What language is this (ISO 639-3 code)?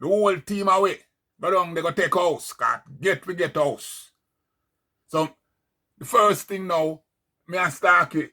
jam